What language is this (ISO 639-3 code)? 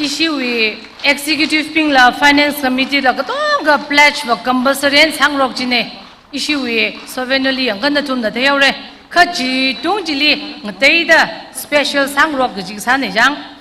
nmf